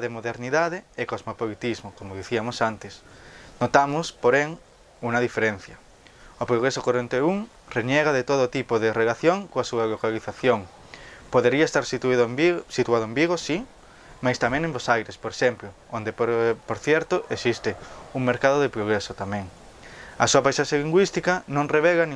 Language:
Galician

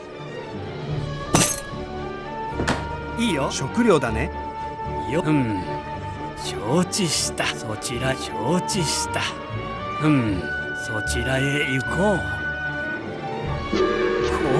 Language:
Japanese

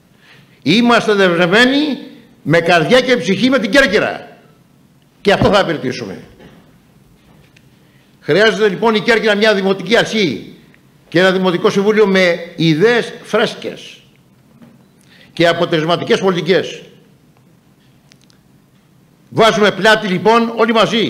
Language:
Greek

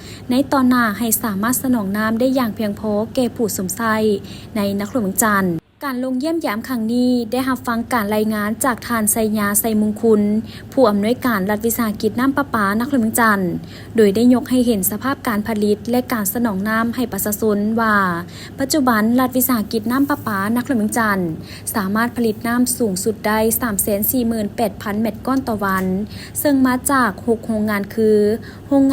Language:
Lao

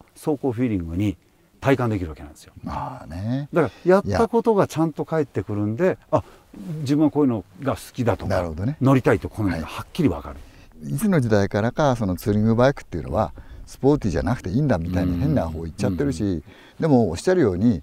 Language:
Japanese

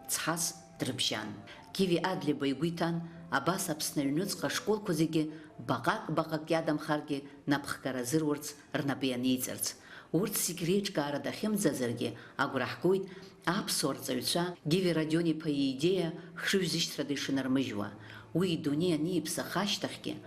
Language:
Abkhazian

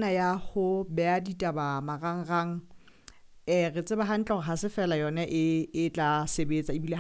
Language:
Southern Sotho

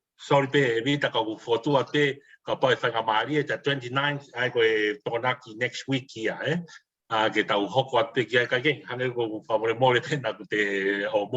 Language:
Tongan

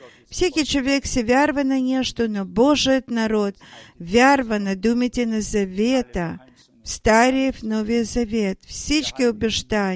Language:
Bulgarian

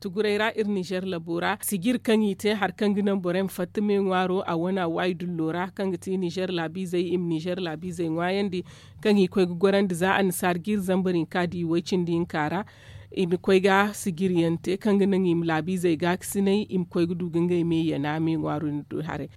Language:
Zarma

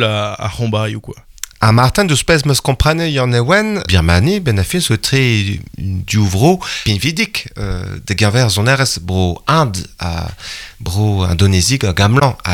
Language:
Breton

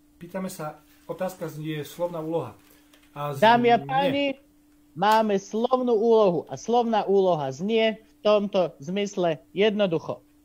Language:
Slovak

